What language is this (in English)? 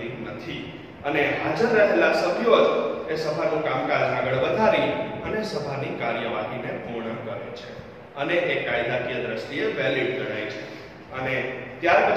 Gujarati